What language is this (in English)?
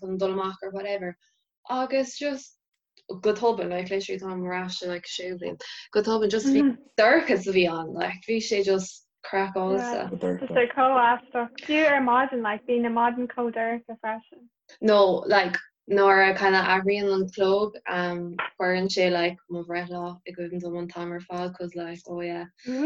Irish